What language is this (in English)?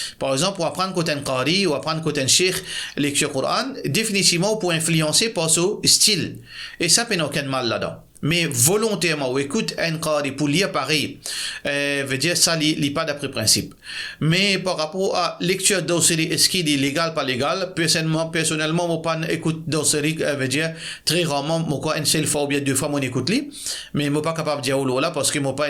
Morisyen